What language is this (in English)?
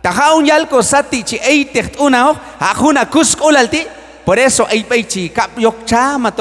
Q'anjob'al